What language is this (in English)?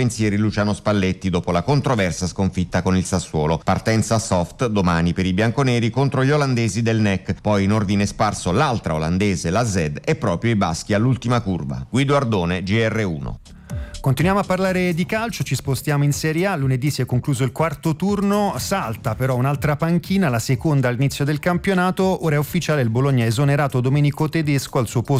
Italian